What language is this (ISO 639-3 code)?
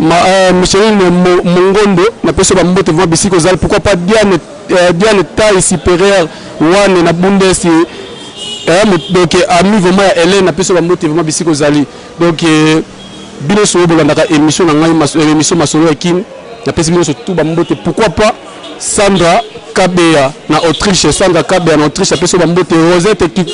lin